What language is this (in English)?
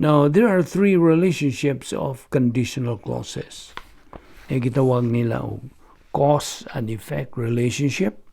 Cebuano